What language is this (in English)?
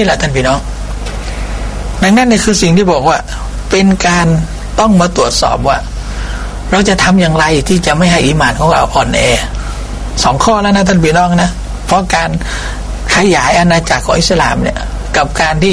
Thai